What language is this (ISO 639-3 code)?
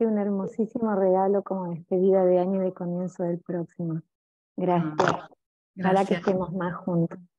spa